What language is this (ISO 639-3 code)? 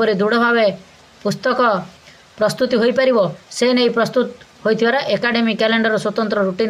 ori